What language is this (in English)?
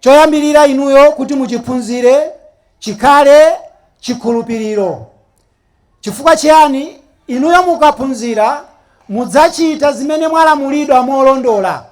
Nyanja